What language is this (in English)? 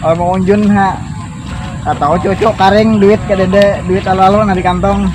Banjar